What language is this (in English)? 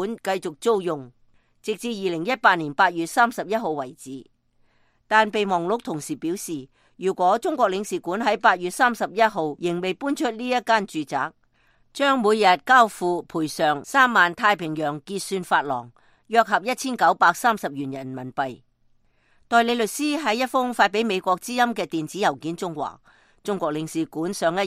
Cantonese